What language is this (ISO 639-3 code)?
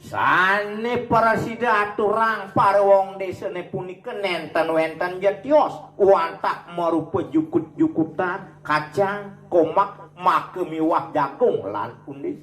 ban